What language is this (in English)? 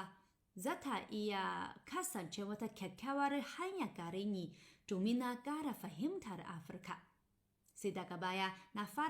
Hausa